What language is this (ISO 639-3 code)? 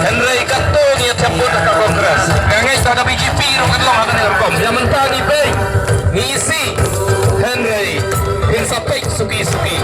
kha